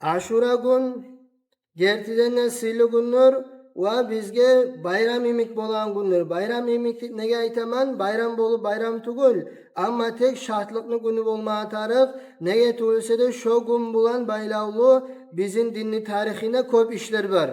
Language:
Kumyk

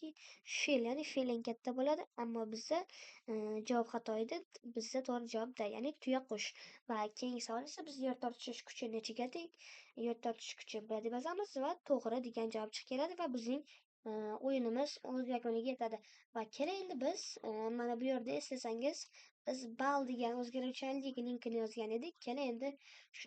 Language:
Uzbek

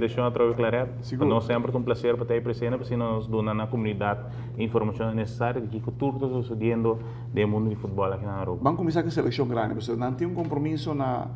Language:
Papiamento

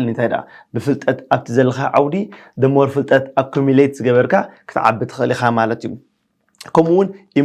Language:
Tigrinya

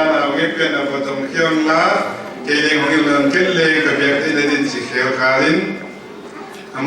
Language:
Paite Chin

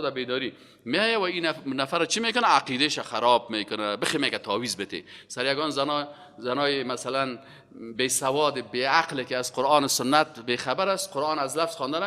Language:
Persian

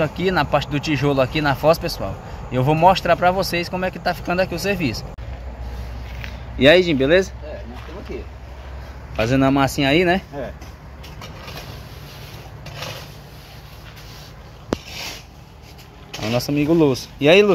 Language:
Portuguese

